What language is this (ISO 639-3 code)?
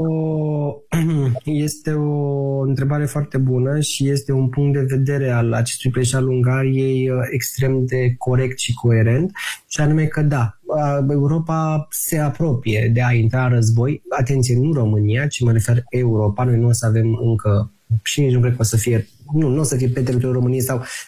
ron